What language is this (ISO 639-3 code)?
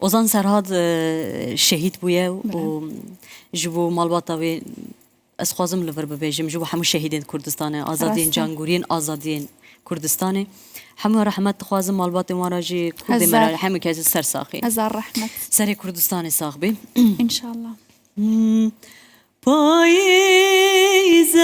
kur